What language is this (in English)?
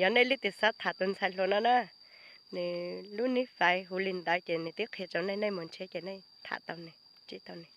Hmong